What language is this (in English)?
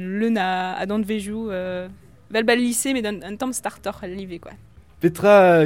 Breton